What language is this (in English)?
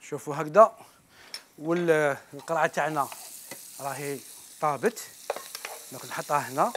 Algerian Arabic